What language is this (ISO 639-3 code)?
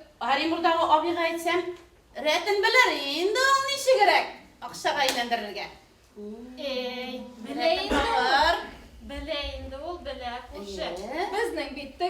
bak